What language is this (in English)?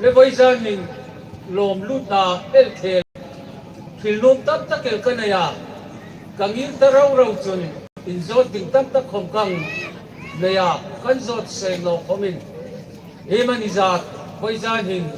Hmar